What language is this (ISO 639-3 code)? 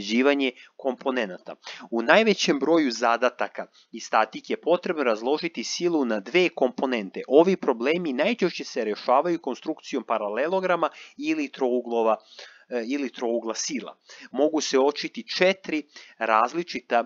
srp